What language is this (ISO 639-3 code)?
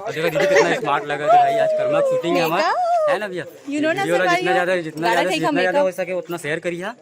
hne